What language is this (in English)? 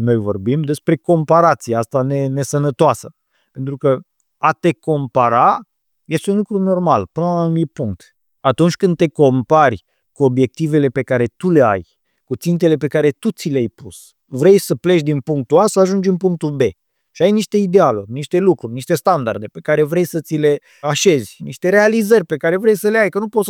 Romanian